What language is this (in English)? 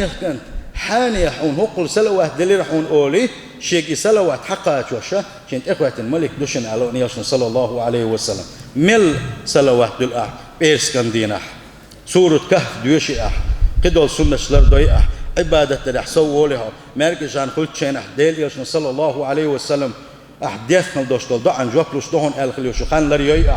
Chechen